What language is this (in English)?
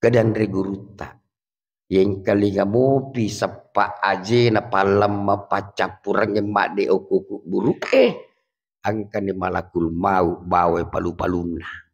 Buginese